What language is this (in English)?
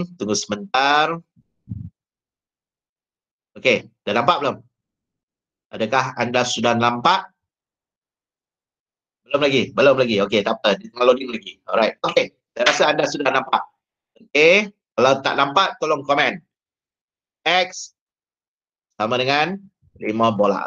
Malay